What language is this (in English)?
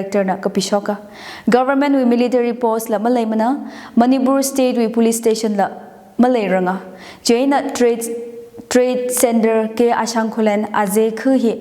Tangkhul Naga (India)